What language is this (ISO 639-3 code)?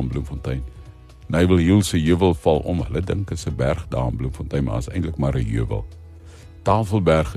afr